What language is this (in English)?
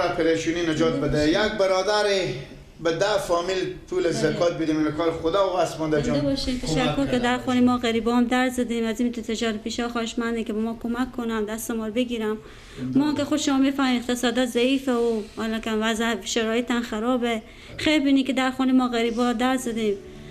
Persian